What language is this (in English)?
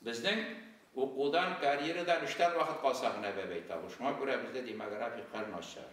Tatar